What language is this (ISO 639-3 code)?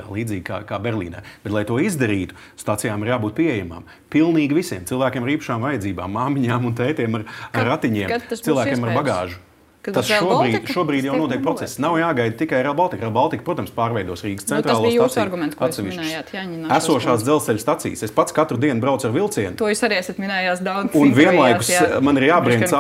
lav